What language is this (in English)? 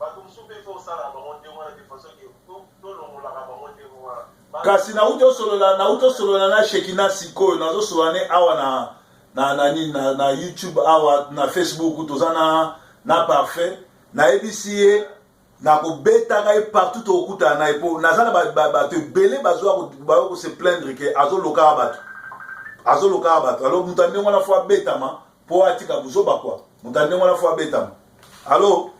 Lingala